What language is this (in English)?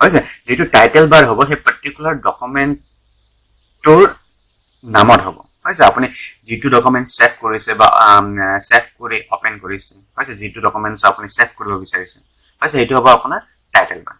Assamese